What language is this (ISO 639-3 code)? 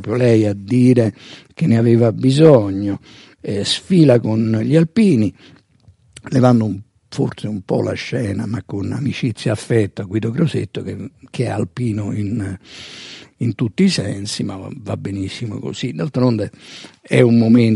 ita